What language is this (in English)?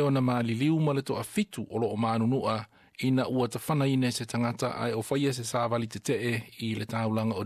Samoan